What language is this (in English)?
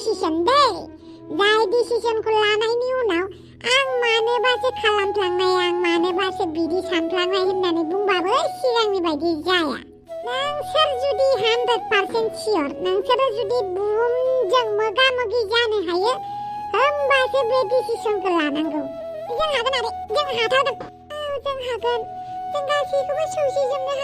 Bodo